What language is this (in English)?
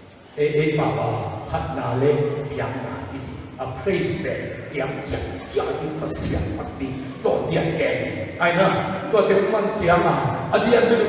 Tedim Chin